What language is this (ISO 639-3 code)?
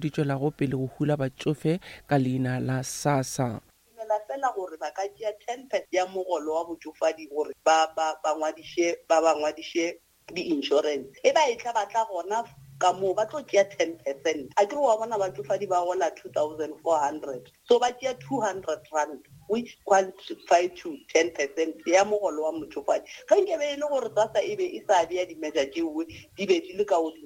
nso